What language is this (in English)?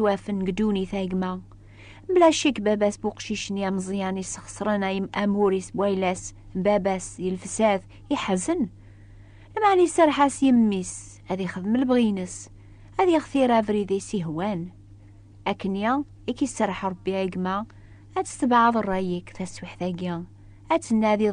Kabyle